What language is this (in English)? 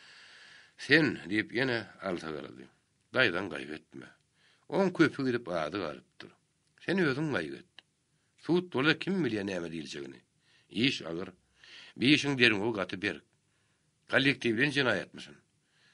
Turkmen